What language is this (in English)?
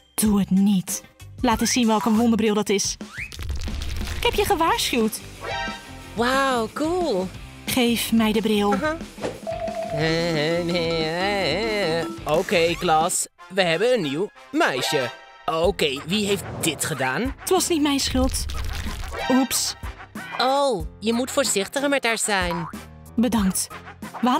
Dutch